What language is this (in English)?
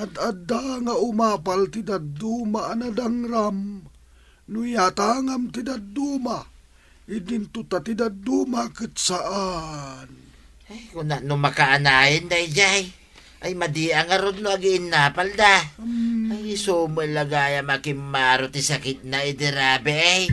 Iloko